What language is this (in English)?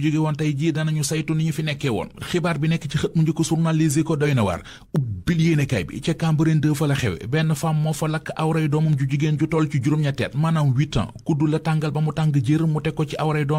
Wolof